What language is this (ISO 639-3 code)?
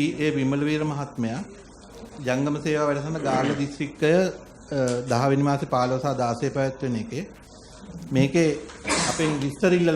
sin